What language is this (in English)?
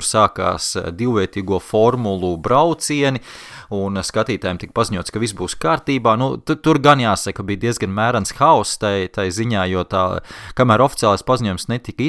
Latvian